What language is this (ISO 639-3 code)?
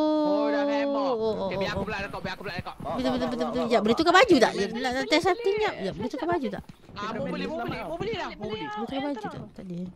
msa